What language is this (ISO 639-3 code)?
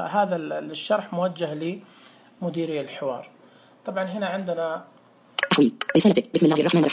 ars